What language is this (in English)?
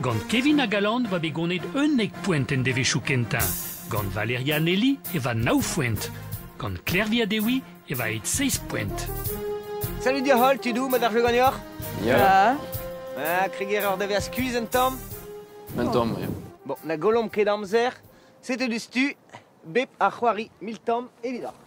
Breton